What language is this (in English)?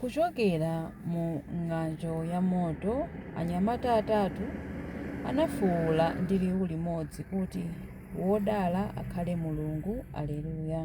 Nyanja